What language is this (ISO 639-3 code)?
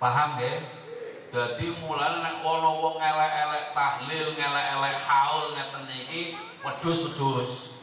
jav